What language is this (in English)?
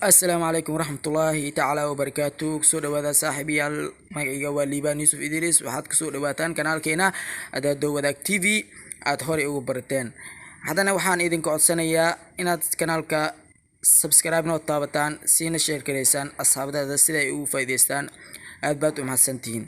Somali